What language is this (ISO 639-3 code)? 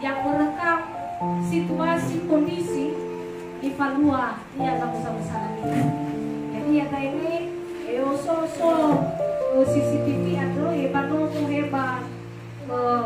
nia